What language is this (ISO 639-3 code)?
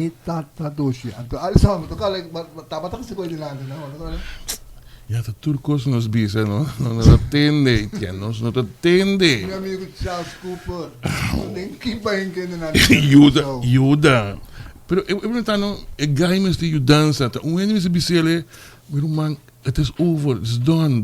pap